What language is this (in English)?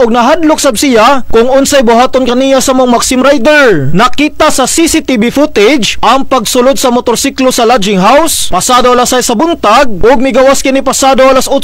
Cebuano